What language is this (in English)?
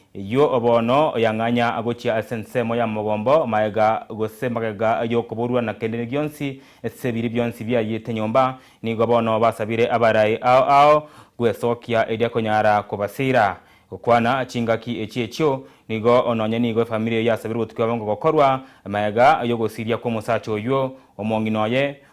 Gusii